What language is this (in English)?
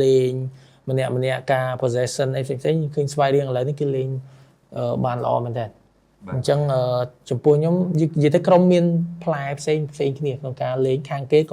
Khmer